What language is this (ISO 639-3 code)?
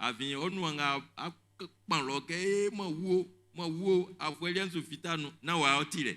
bci